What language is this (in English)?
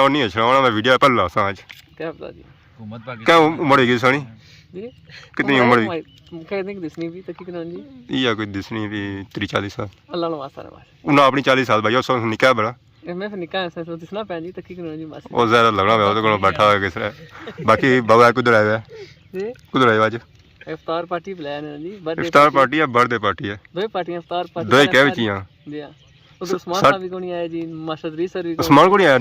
Pahari-Potwari